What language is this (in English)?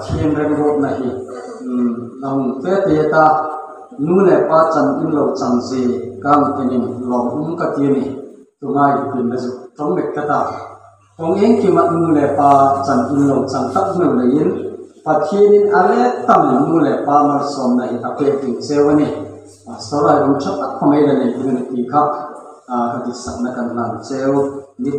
Hmar